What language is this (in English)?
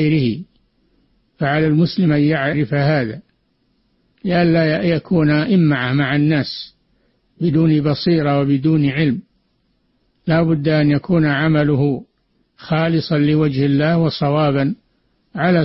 Arabic